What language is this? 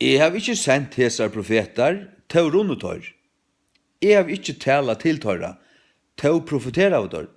Faroese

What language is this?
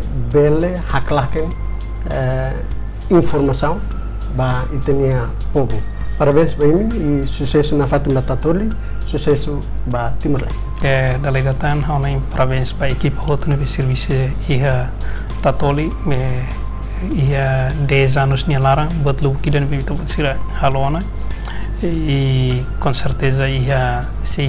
Tetum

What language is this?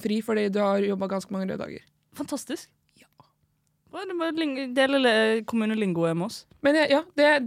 Norwegian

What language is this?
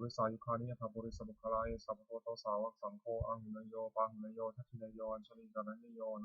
Pali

